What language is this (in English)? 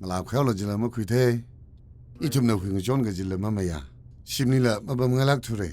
Tangkhul Naga (India)